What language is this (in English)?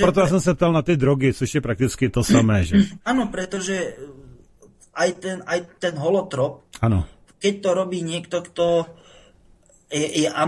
Slovak